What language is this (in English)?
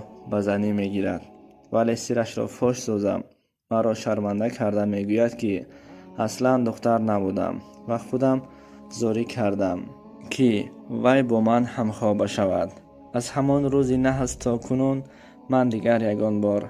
Tajik